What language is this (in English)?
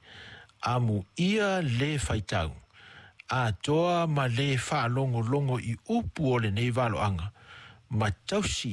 Samoan